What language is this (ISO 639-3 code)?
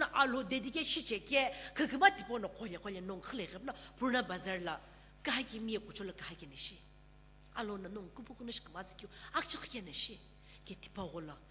nsm